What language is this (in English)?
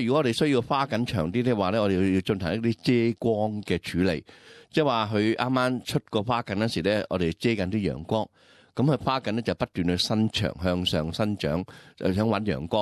Cantonese